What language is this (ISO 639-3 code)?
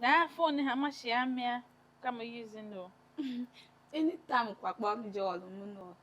tiv